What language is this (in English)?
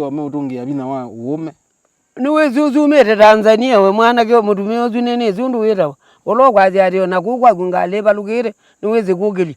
Kamba